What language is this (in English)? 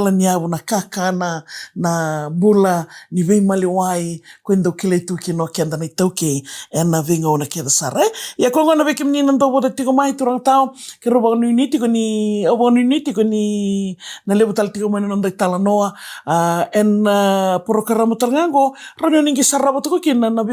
Fijian